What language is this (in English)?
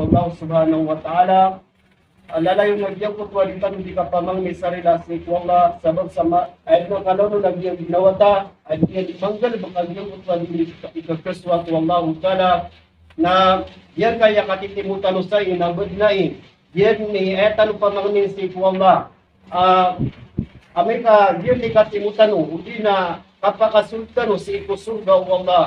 Maranao